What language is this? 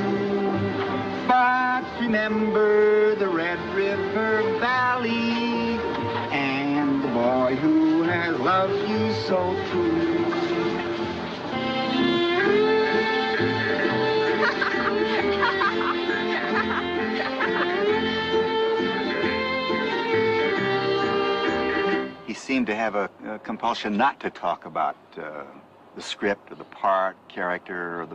English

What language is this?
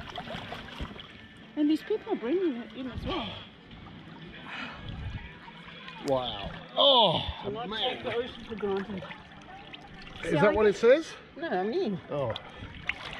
English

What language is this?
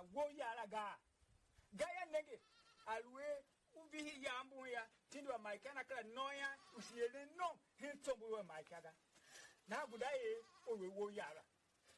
Tiv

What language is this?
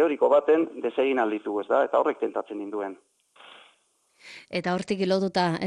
Basque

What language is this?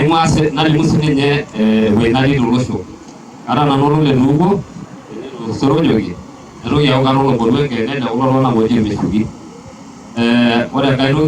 Masai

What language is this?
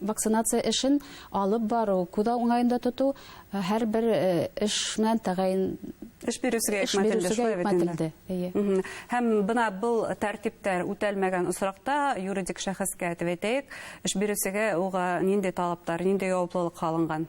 Bashkir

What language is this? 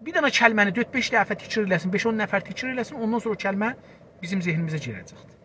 South Azerbaijani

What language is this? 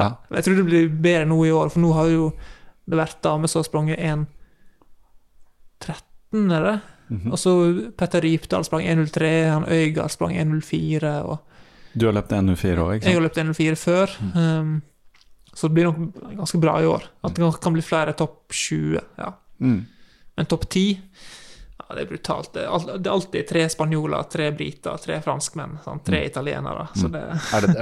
Norwegian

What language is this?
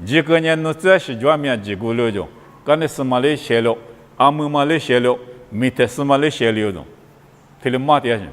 Lisu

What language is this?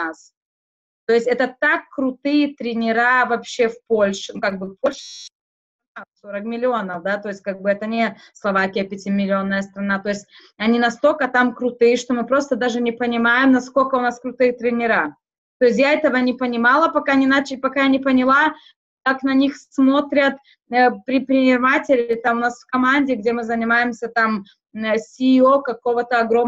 Russian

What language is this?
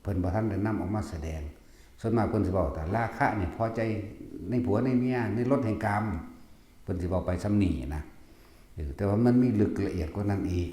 Northeastern Thai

